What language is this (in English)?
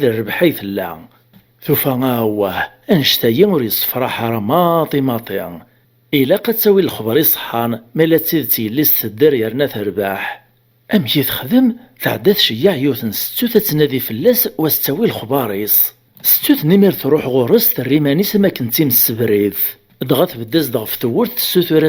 Kabyle